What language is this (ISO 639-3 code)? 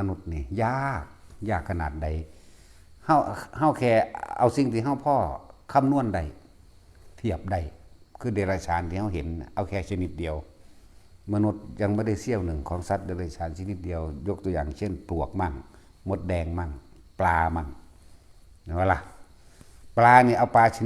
lao